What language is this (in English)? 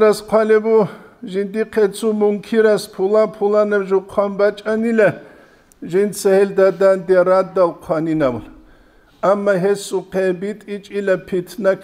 Avaric